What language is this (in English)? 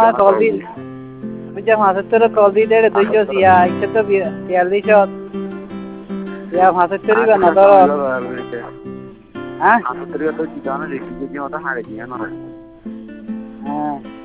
Bangla